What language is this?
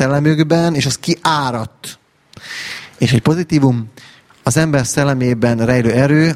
Hungarian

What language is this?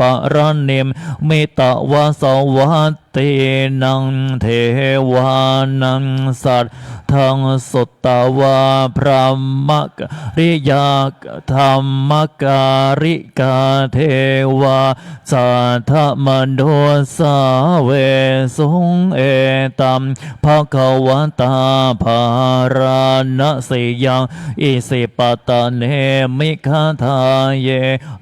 Pali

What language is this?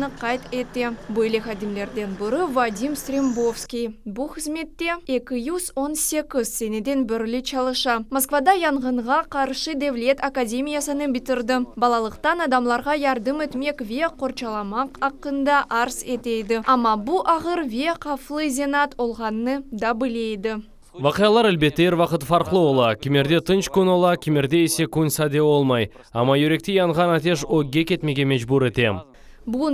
Crimean Tatar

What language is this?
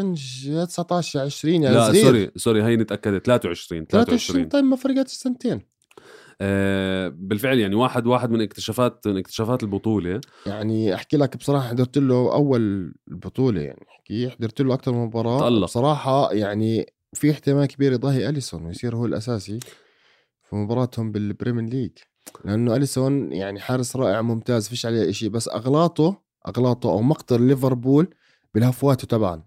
North Levantine Arabic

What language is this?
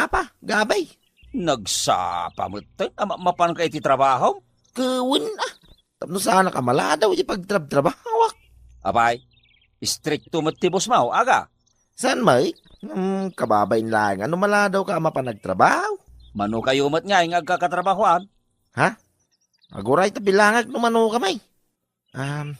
Iloko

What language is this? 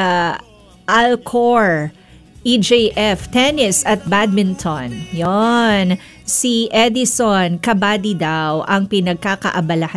Filipino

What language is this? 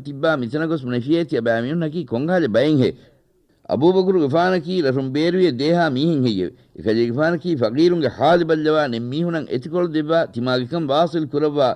Divehi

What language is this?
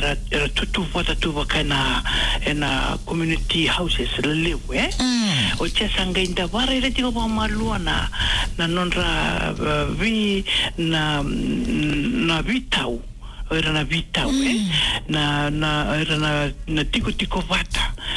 Fijian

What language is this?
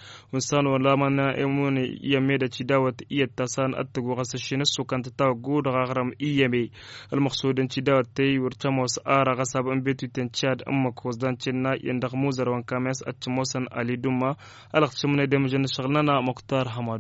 Tamasheq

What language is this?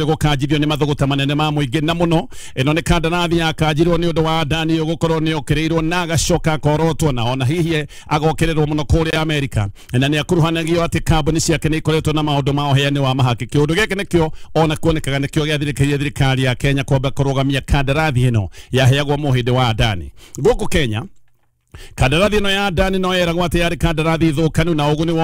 Kikuyu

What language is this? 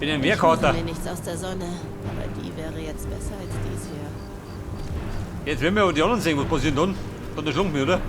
Bavarian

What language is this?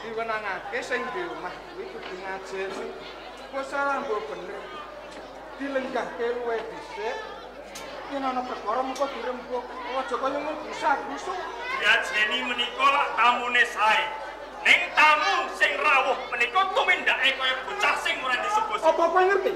Javanese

